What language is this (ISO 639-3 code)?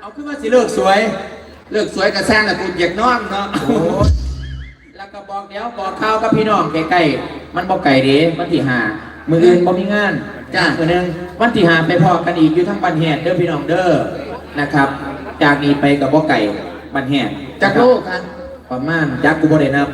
tts